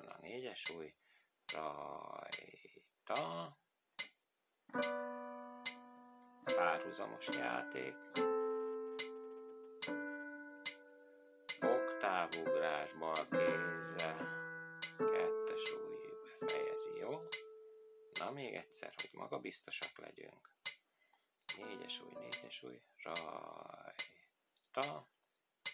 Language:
Hungarian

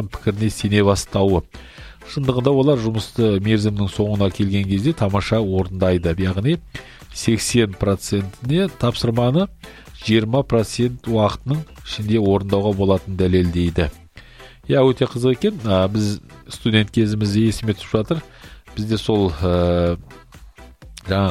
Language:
Kazakh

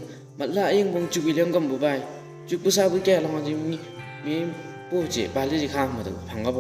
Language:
Chang Naga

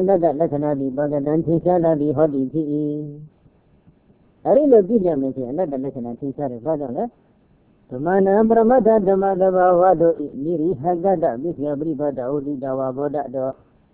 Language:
Burmese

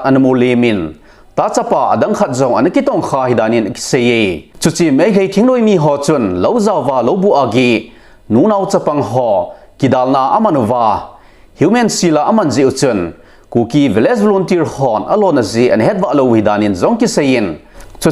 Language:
Thado Chin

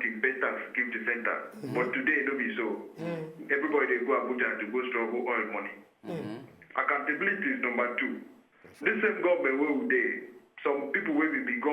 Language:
Nigerian Pidgin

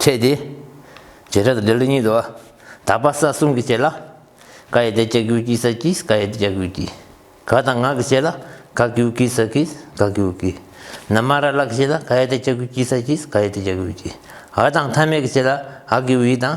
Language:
Tibetan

